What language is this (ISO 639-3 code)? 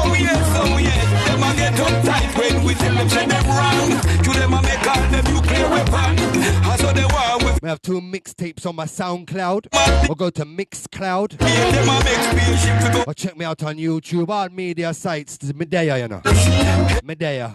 jam